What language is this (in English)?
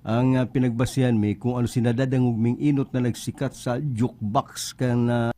Bikol